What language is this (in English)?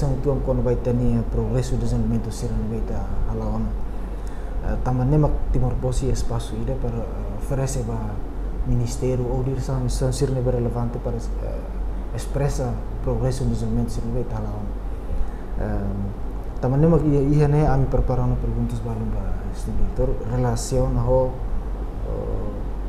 Tetum